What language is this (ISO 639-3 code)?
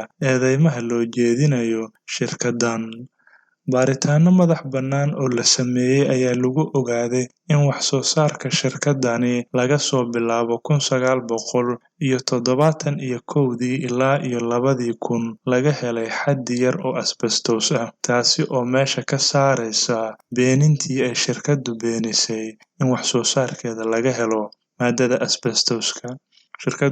som